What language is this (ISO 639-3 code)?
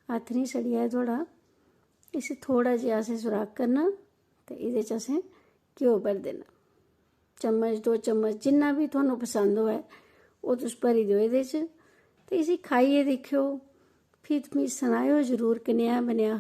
doi